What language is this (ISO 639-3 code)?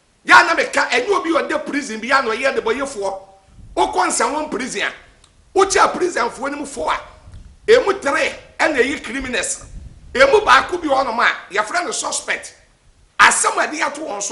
aka